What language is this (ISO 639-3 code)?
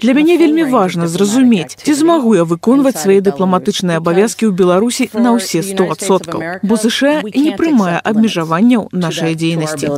bel